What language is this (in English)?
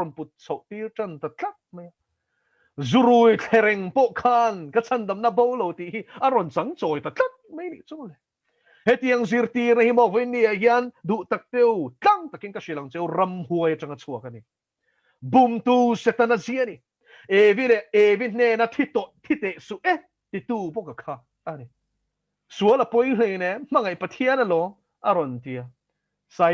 Mizo